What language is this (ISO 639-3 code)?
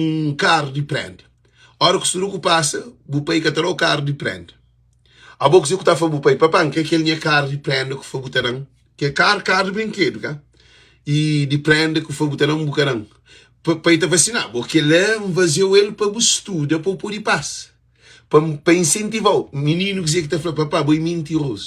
kea